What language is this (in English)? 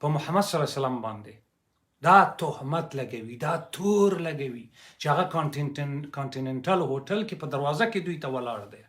Pashto